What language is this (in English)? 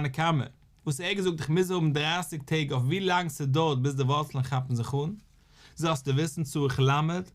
Yiddish